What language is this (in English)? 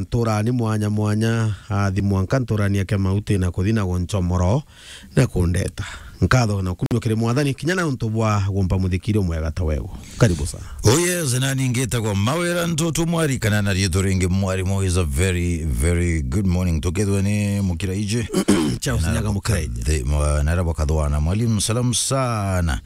Meru